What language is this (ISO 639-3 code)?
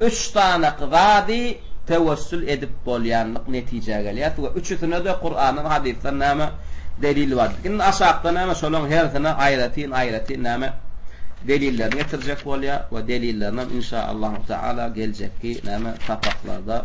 tuk